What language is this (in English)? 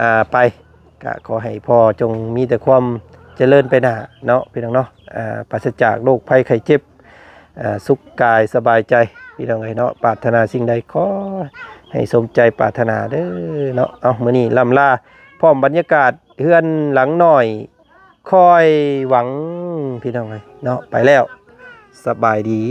Lao